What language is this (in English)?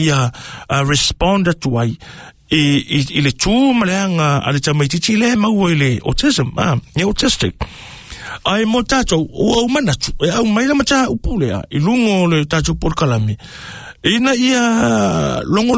Samoan